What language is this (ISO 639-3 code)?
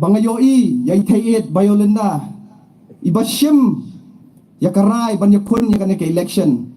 kha